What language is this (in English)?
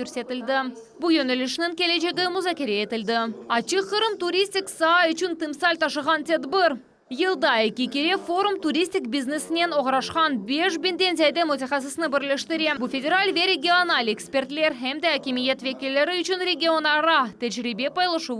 Crimean Tatar